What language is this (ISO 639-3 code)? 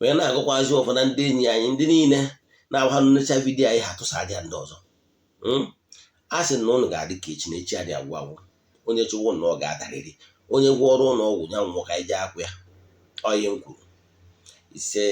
ibo